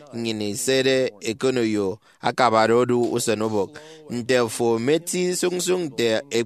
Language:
Efik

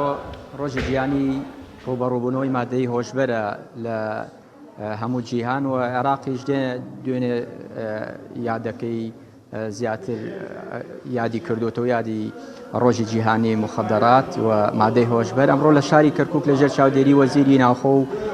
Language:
Central Kurdish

